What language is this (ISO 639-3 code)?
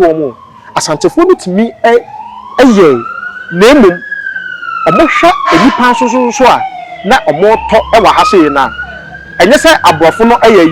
aka